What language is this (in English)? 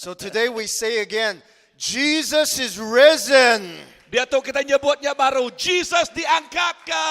Iban